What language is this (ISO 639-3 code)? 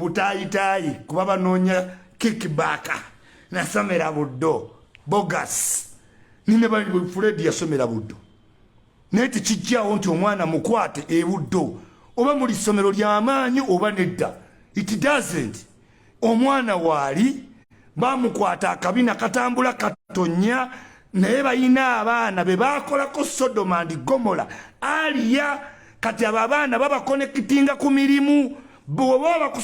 lug